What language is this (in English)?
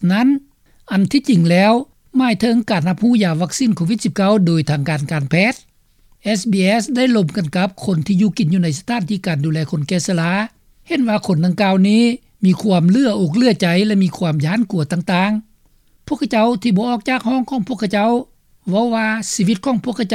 Lao